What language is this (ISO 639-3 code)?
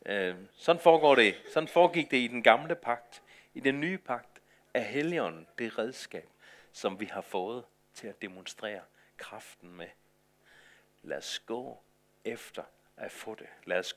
dan